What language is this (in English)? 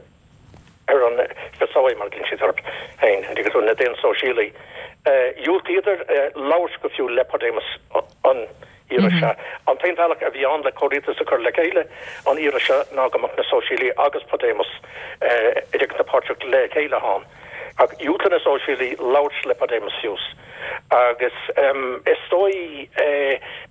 Irish